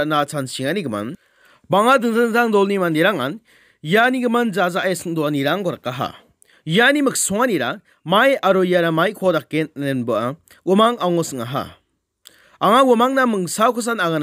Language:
Garo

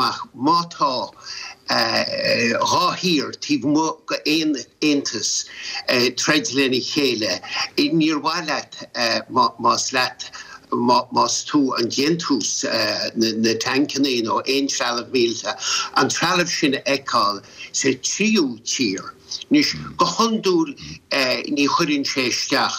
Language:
Irish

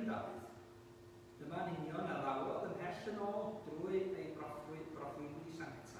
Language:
Welsh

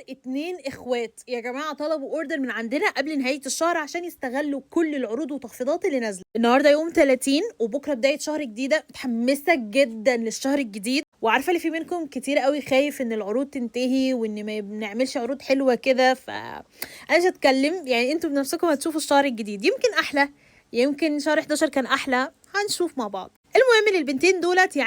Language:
Egyptian Arabic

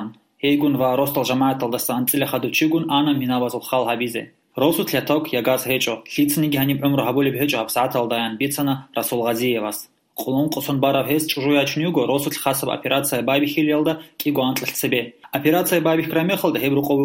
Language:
Avaric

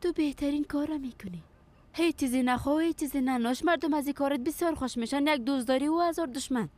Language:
Persian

